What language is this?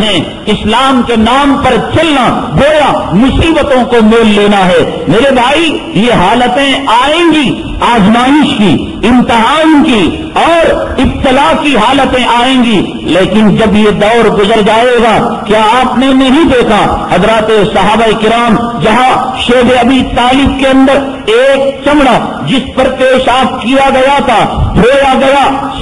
Urdu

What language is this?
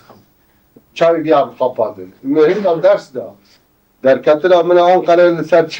Kurdish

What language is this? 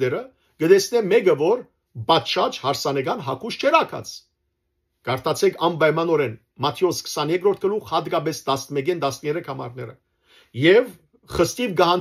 Western Armenian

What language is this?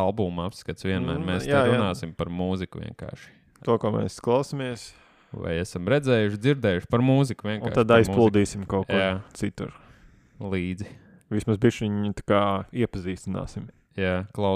Latvian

